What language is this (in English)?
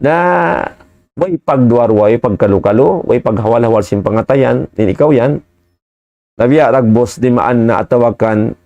Tausug